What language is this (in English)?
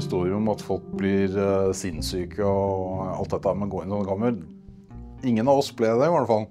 Norwegian